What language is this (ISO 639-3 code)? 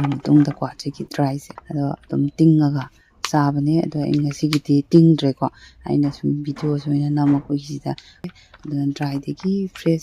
mni